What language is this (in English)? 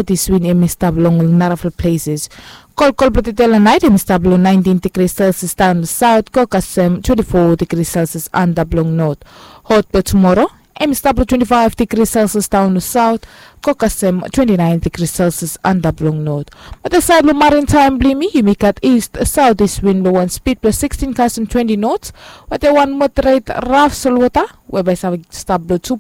Bislama